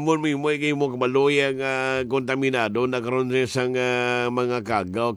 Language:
Hiligaynon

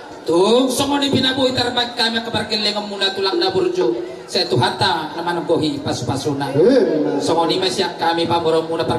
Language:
Batak Toba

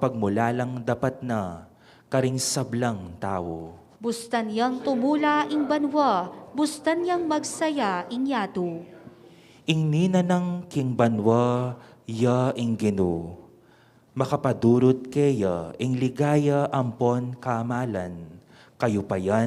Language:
Pampanga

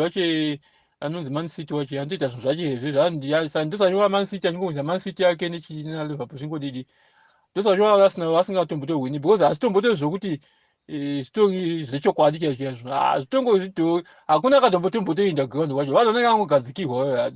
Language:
Shona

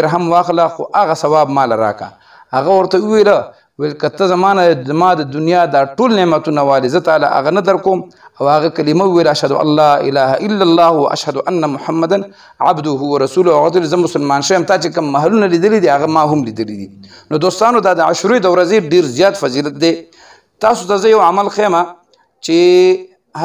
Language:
Pashto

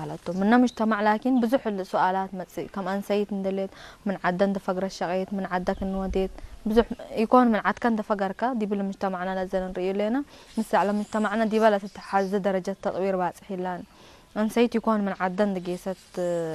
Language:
Tigre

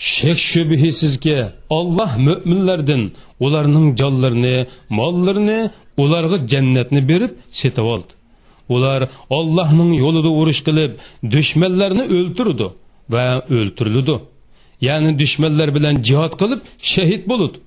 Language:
Uyghur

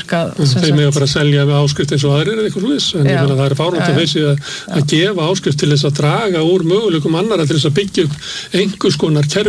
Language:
Icelandic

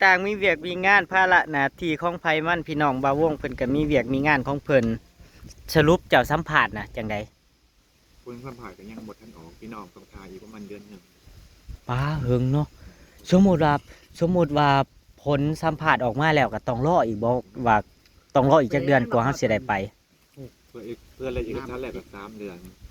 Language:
Northeastern Thai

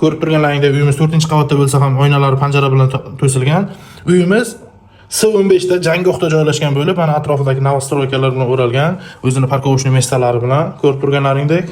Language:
Uzbek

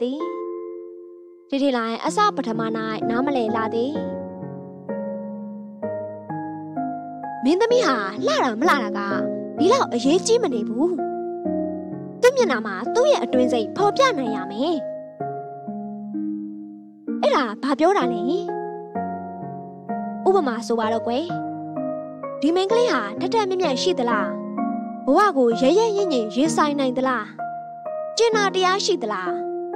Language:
Burmese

